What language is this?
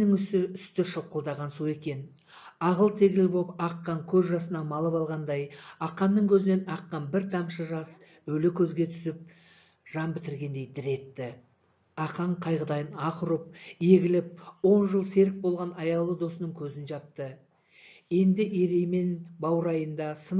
Kazakh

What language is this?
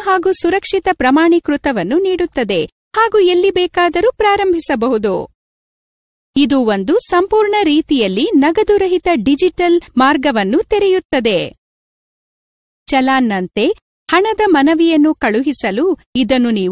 Kannada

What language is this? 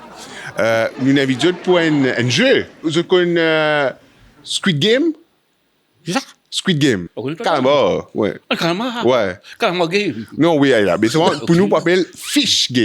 Morisyen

